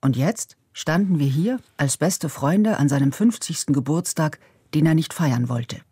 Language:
Swiss German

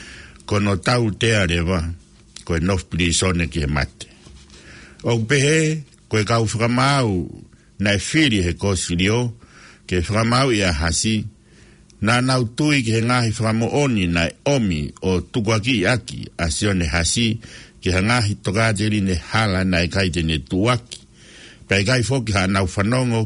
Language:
Tongan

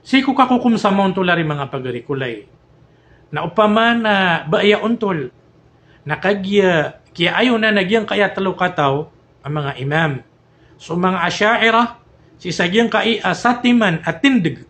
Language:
Maranao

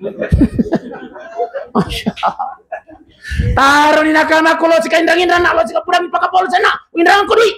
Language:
Buginese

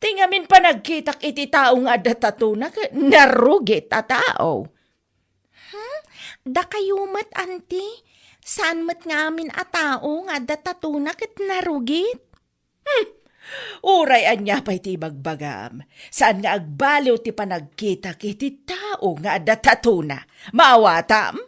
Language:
Iloko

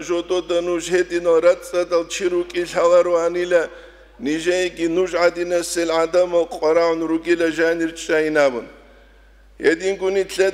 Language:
Avaric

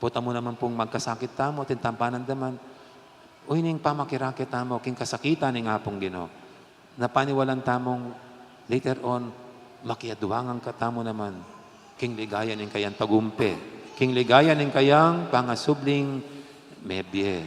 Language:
Pampanga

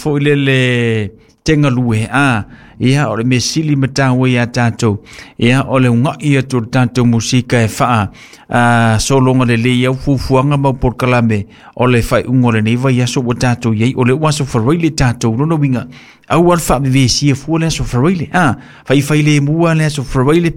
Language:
Samoan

